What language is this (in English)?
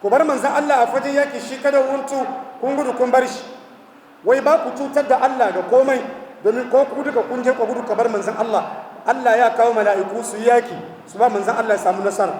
Hausa